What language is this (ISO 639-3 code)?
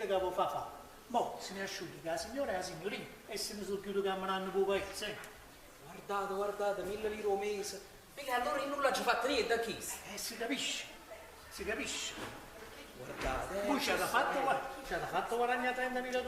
nap